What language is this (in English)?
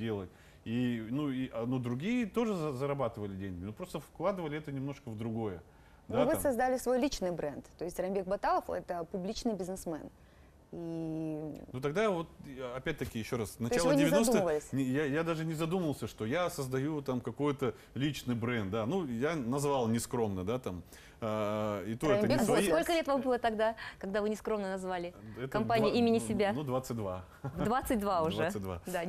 Russian